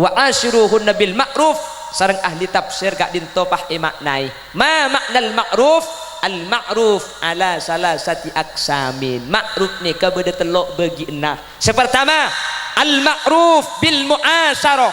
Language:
Madurese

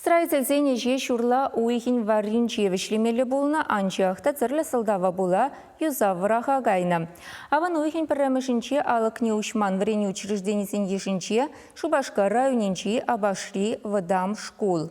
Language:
Chuvash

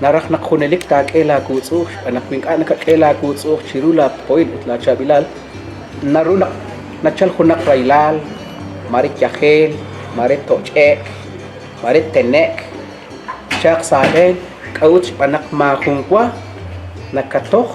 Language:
Kekchí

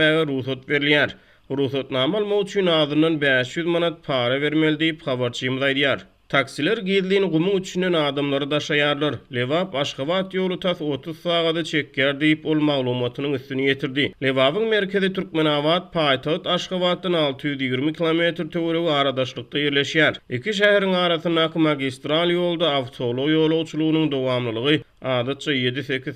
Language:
Turkmen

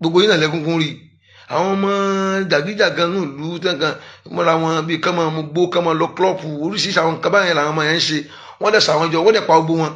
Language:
Yoruba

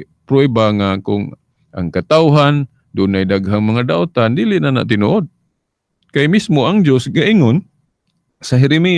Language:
Cebuano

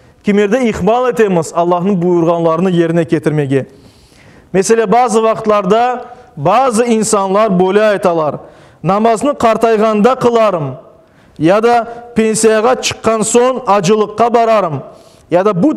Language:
Crimean Tatar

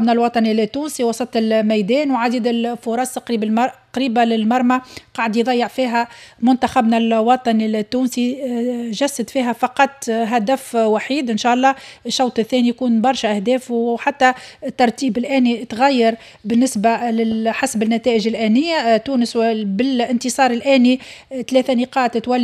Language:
Tunisian Arabic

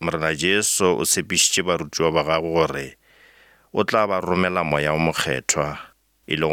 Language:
Northern Sotho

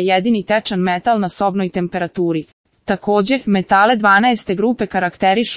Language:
Serbian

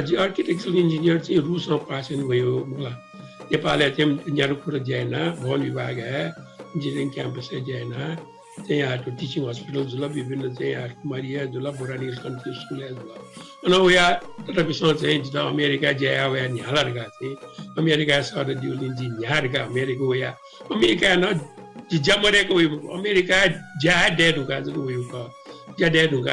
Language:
Newari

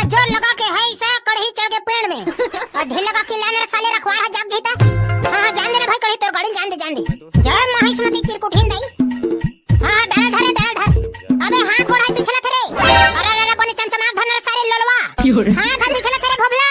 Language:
Chhattisgarhi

